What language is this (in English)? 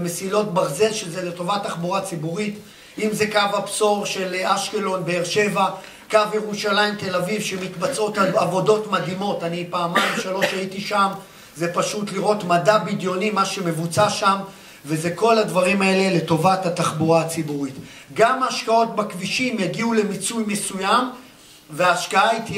Hebrew